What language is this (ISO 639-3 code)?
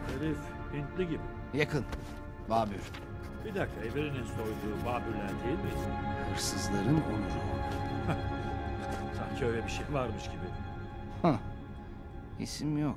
tur